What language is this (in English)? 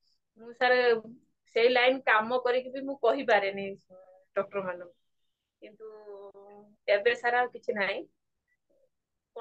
Odia